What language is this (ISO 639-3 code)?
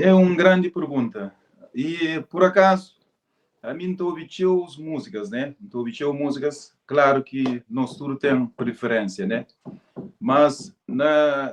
kea